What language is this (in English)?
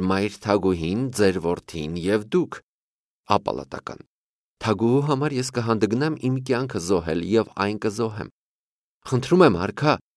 Armenian